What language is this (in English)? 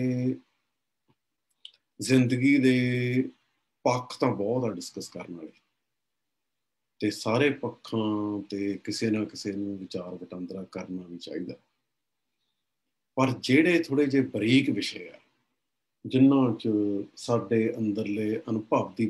Punjabi